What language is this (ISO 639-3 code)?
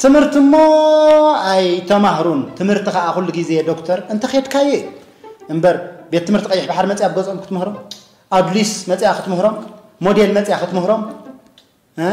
tir